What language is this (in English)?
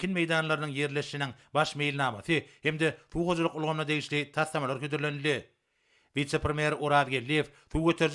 Turkmen